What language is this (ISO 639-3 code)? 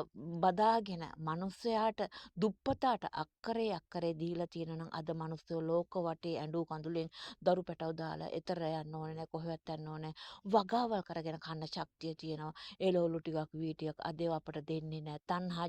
sin